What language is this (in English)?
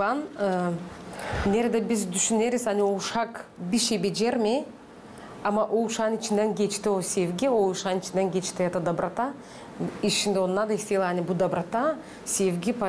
Gagauz